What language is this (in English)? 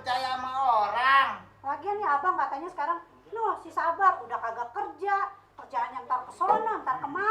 Betawi